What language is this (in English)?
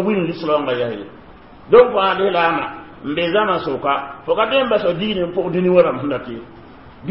Mossi